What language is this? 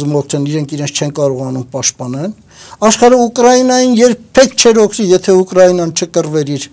Armenian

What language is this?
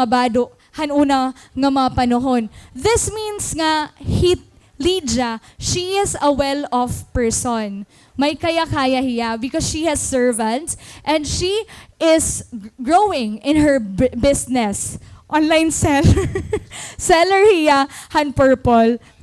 Waray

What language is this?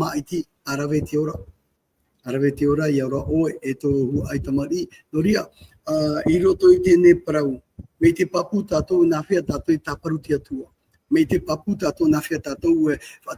Tahitian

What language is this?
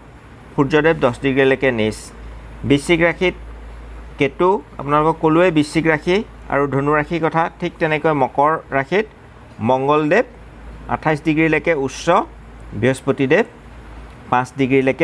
Assamese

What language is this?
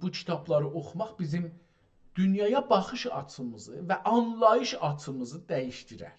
South Azerbaijani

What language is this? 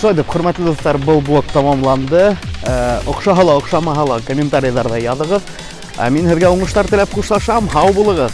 Bashkir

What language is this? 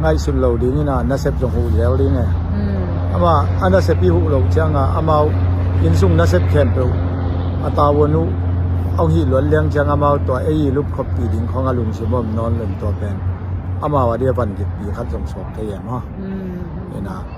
Tedim Chin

